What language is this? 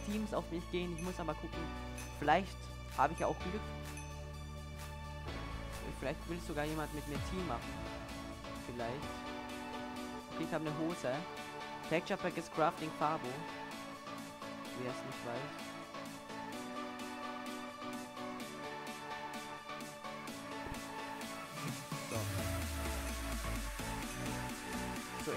German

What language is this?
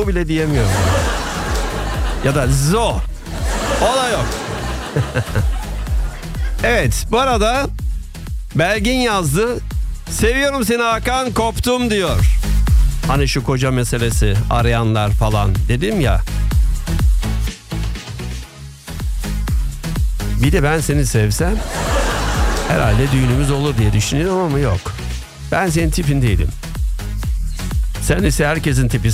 Turkish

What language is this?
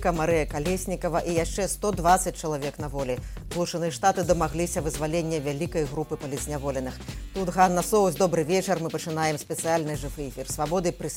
Belarusian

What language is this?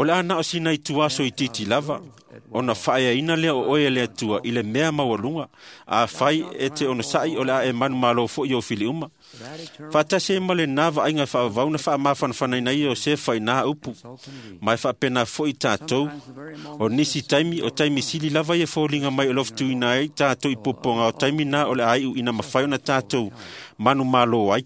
Samoan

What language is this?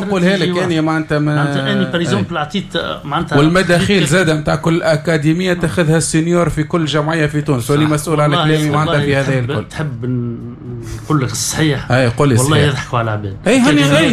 Tunisian Arabic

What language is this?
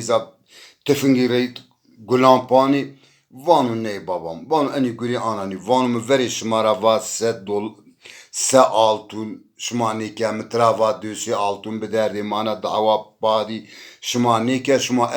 Zaza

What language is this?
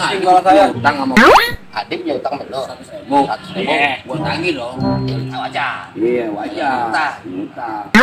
Betawi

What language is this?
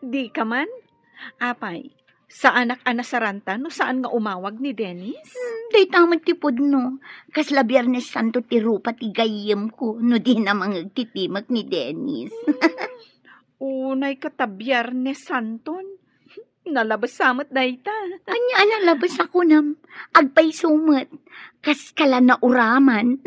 Iloko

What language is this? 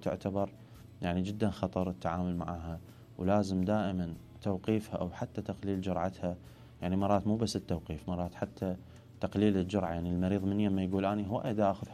Mesopotamian Arabic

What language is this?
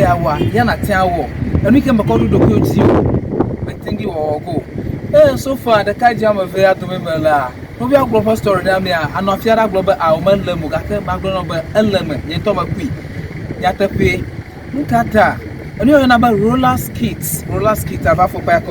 Ewe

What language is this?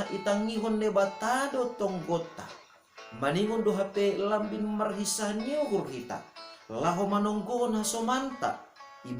Batak Simalungun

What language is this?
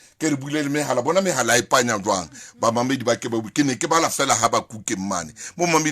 Southern Sotho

